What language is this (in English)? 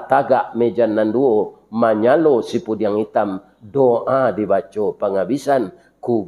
Minangkabau